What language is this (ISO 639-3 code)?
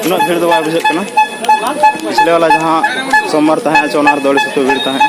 sat